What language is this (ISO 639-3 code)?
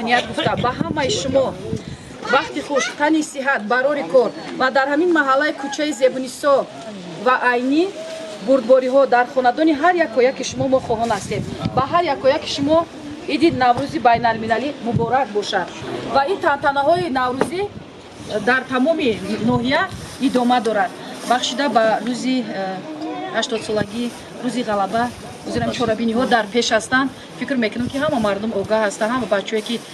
tgk